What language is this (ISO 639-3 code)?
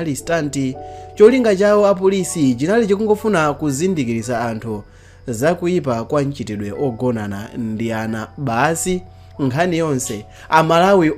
nya